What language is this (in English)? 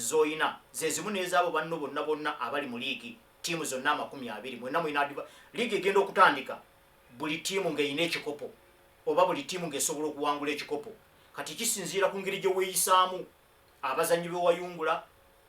Ganda